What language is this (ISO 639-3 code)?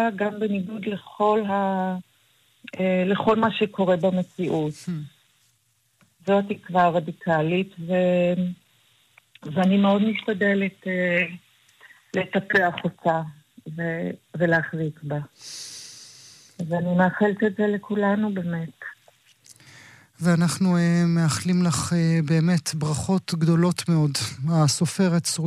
heb